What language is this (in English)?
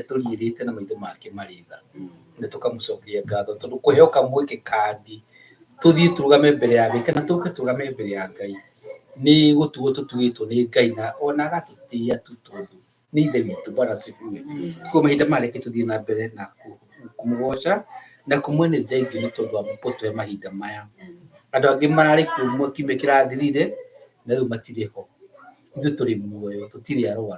Kikuyu